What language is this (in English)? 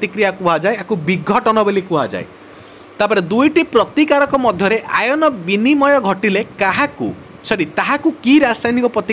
Odia